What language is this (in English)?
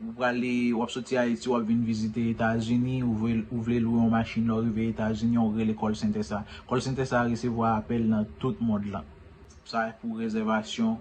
Haitian Creole